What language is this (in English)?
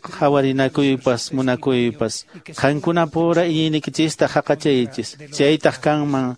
Quechua